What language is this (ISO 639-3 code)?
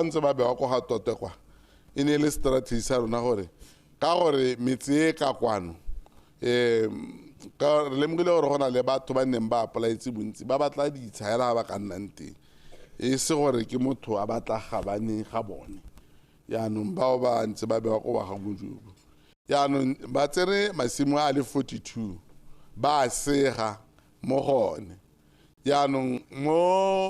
tsn